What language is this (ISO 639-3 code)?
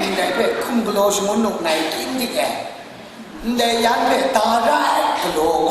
kac